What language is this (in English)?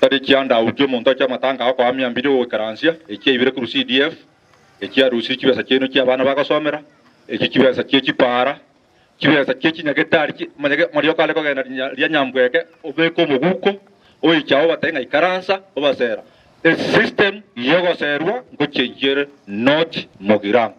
Gusii